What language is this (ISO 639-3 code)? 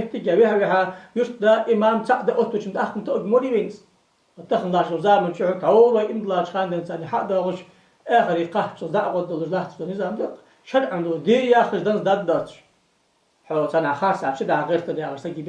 inh